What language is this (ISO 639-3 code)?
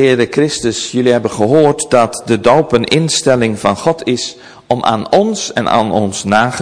nld